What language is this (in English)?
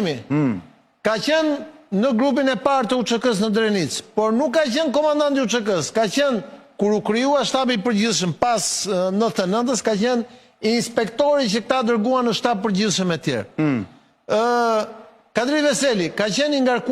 Albanian